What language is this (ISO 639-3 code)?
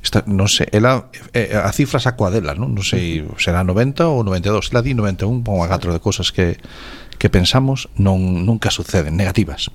glg